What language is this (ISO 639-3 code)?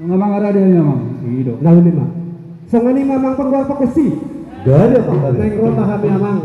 bbc